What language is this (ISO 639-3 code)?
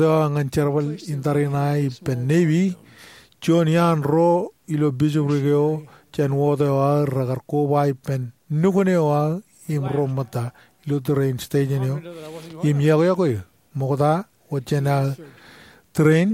mah